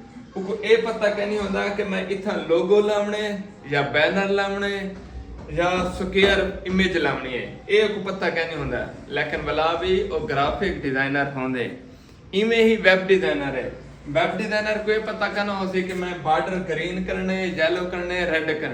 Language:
Saraiki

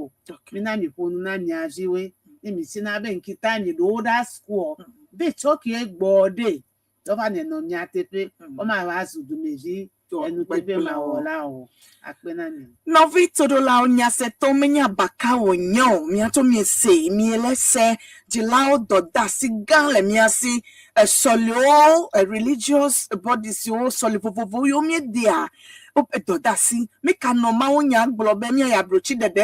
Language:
Ewe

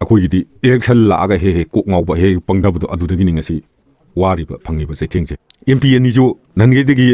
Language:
Manipuri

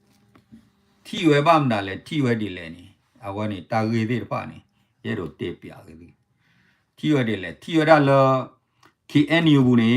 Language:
S'gaw Karen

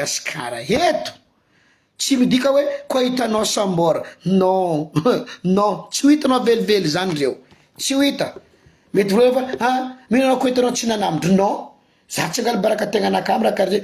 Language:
Malagasy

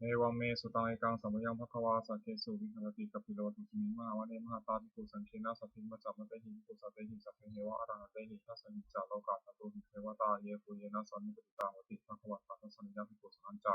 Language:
Pali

